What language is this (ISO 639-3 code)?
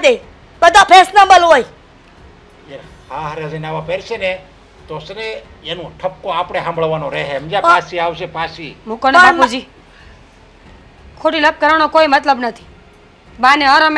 guj